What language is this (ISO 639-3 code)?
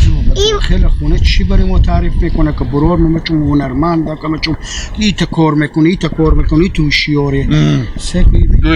haz